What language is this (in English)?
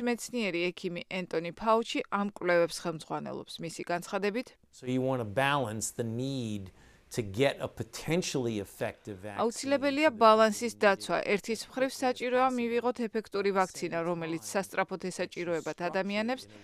Georgian